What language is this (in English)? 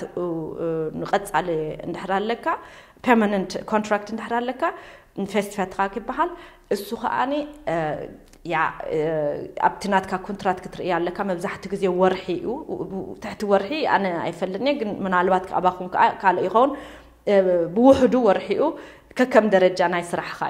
Tigrinya